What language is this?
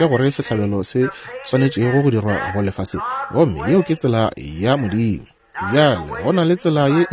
Northern Sotho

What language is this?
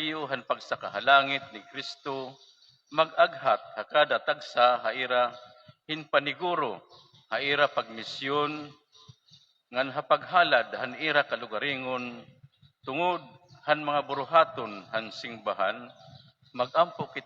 Waray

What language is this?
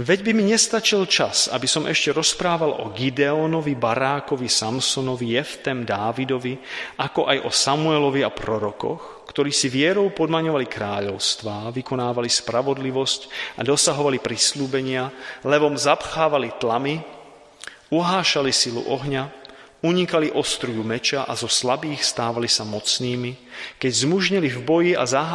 Slovak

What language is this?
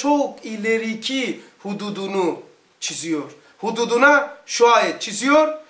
Turkish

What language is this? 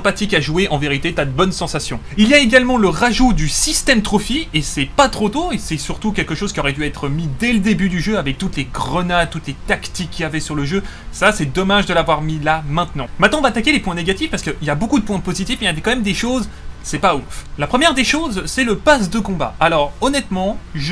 French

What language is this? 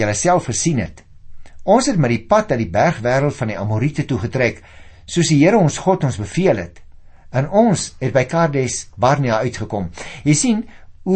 Afrikaans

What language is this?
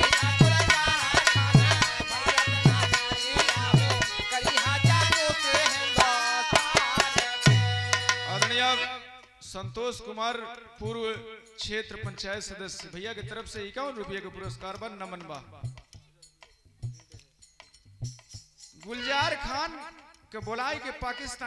Bhojpuri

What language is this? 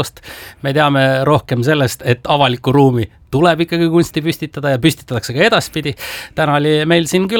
Estonian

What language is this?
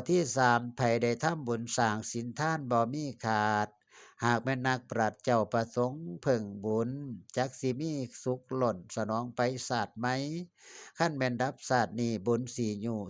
Northeastern Thai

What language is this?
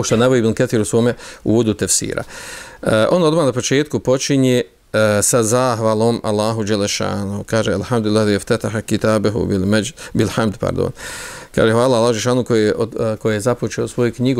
Bosnian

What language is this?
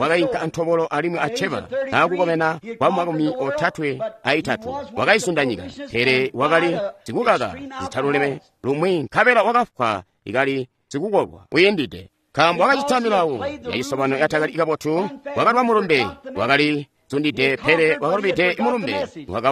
Tonga (Zambia)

